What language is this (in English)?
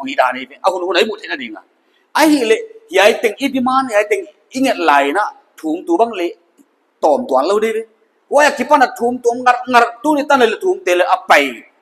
Paite Chin